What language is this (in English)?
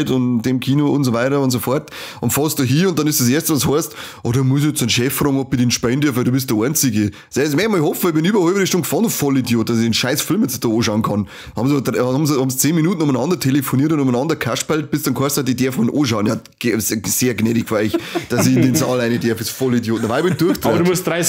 Bavarian